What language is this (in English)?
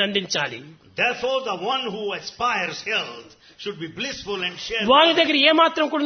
Telugu